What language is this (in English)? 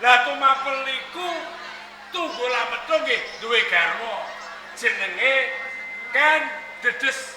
Javanese